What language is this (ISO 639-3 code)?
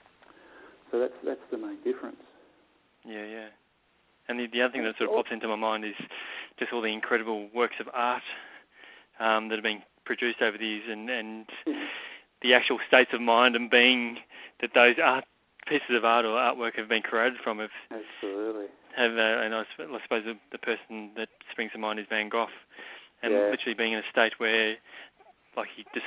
eng